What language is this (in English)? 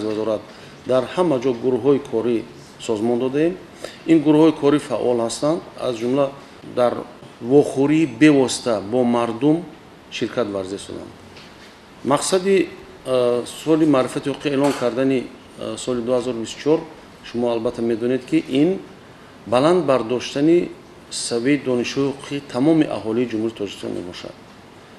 Tajik